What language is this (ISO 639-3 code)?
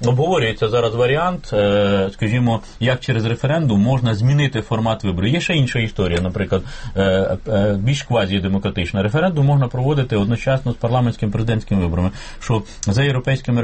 ukr